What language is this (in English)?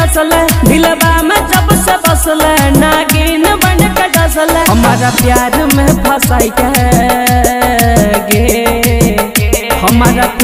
Bhojpuri